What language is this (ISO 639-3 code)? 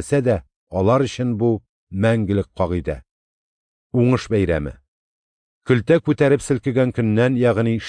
tat